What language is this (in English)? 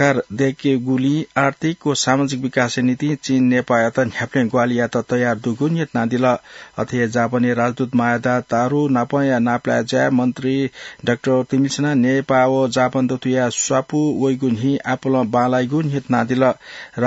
Newari